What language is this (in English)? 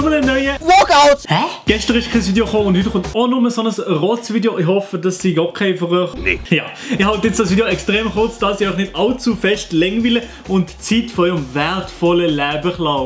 Swiss German